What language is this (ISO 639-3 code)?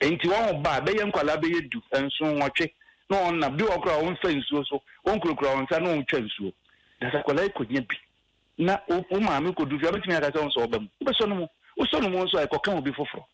aka